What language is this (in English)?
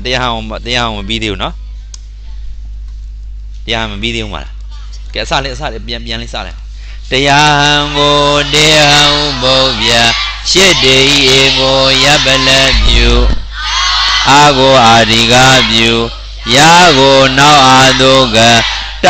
Burmese